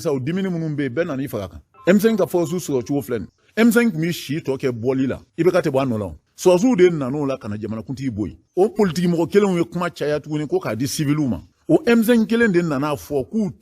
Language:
Bambara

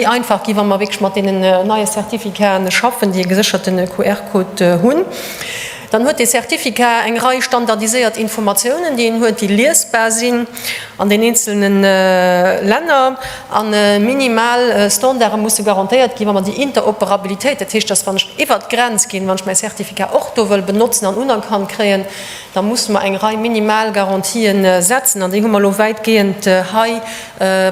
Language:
Luxembourgish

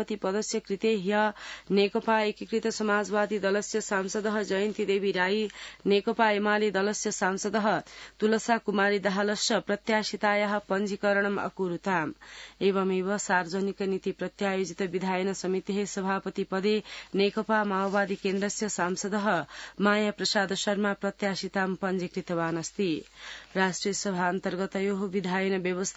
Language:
Sanskrit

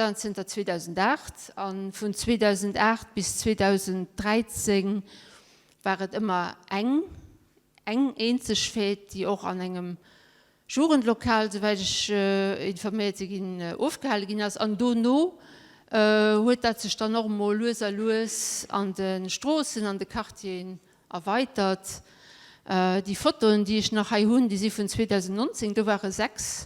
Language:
Luxembourgish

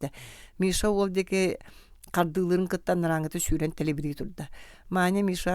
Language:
Yakut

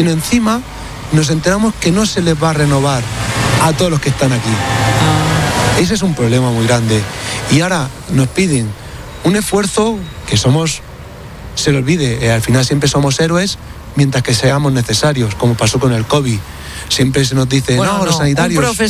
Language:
Spanish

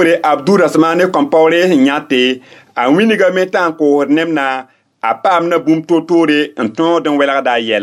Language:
Mossi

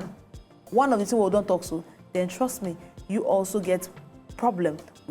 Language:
Nigerian Pidgin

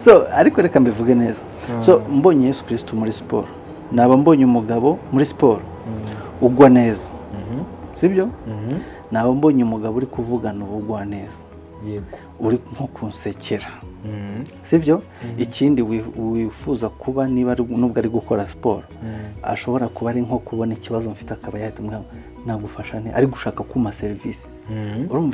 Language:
Kinyarwanda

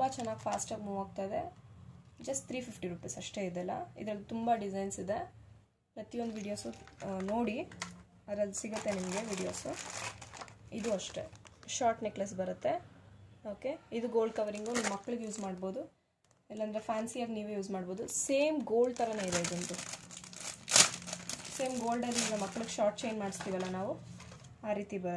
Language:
Kannada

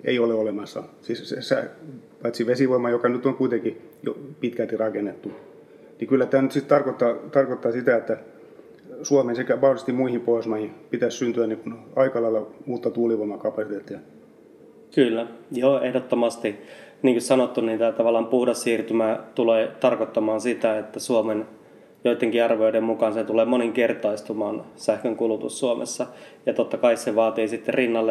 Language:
Finnish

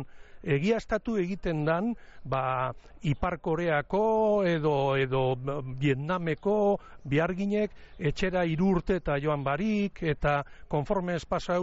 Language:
Basque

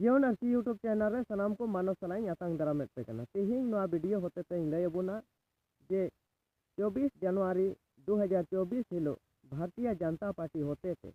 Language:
Santali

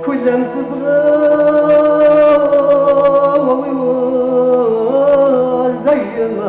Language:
Kabardian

